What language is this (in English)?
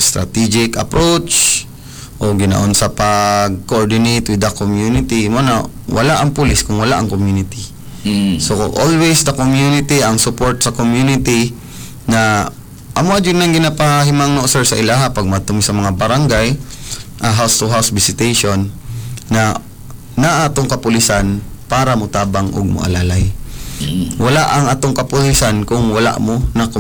Cebuano